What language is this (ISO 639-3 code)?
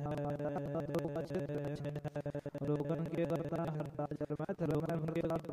hin